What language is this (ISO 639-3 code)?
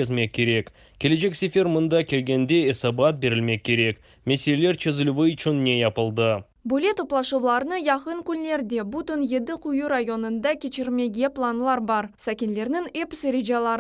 crh